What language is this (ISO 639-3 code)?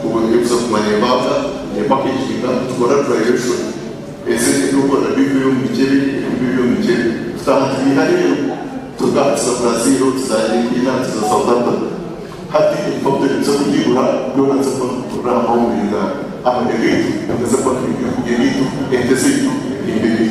nyn